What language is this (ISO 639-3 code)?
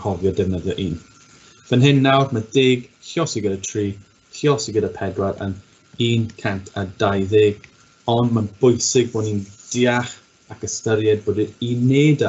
cym